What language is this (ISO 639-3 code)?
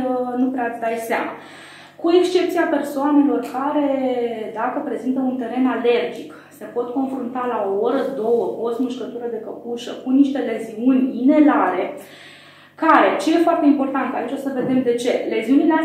ron